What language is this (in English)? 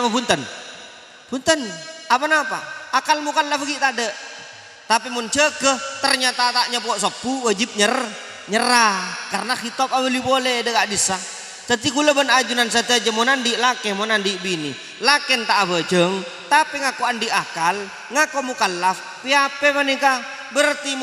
Madurese